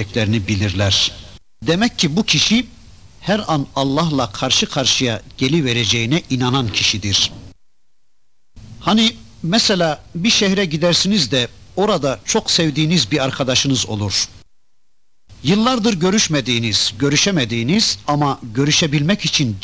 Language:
Turkish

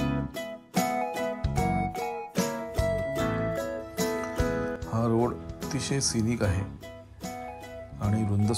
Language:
Marathi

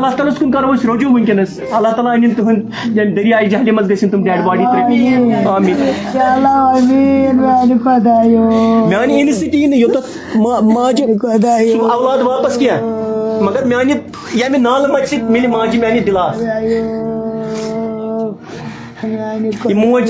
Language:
Kashmiri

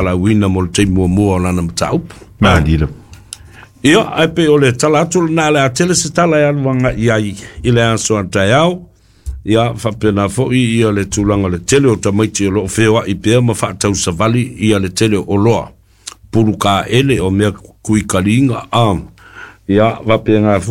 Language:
Samoan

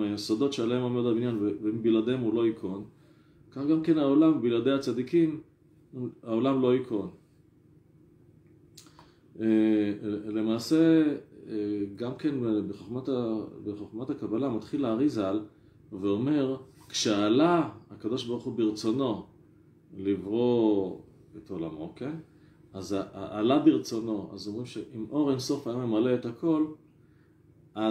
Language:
Hebrew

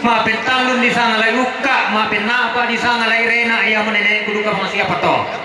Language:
Toraja-Sa'dan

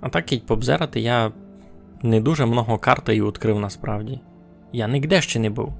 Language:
Rusyn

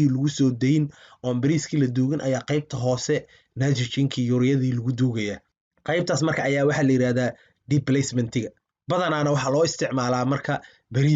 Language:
Somali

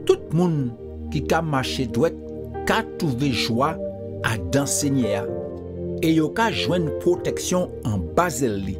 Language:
Guadeloupean Creole French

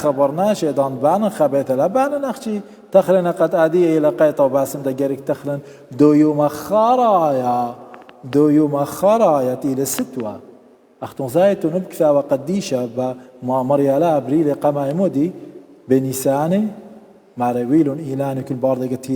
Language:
Assyrian Neo-Aramaic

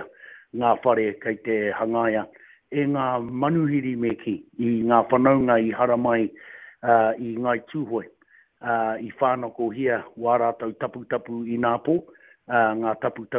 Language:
Māori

